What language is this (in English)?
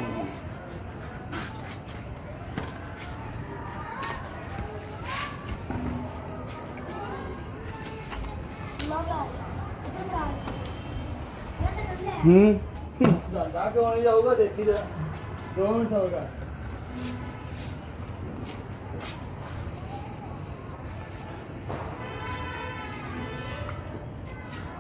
Punjabi